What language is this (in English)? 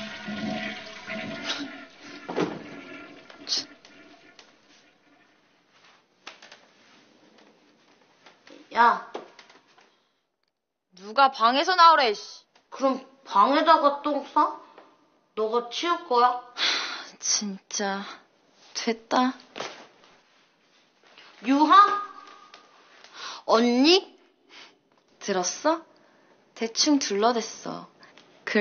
Korean